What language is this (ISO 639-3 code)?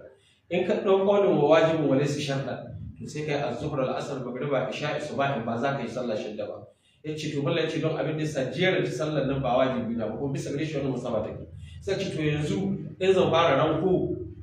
hau